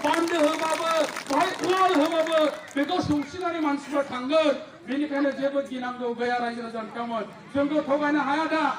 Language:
Bodo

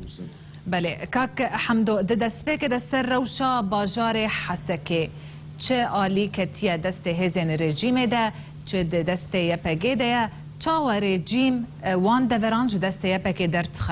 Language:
Kurdish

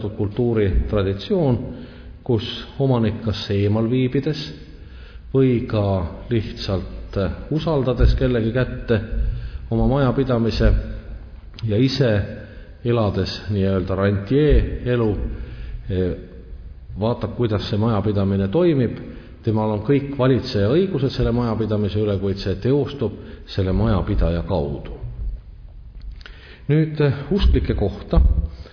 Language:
Estonian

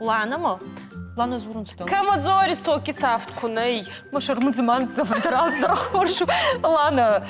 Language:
Ossetic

